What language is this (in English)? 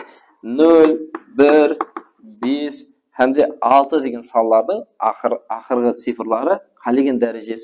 Kara-Kalpak